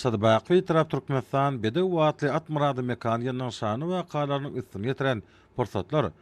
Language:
Turkmen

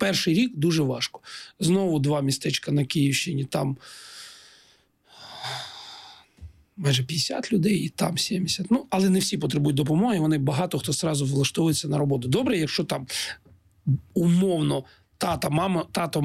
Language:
Ukrainian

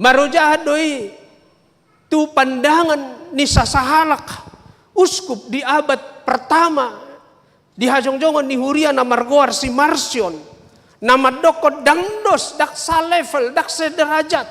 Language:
Batak Toba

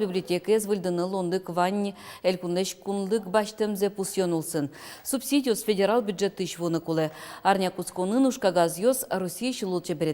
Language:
Udmurt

